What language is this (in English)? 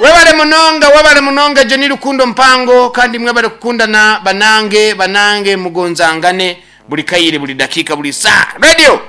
Nyankole